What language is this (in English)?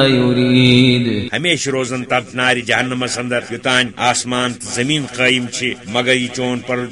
Kashmiri